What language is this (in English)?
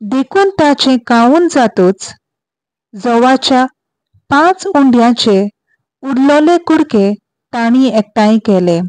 Konkani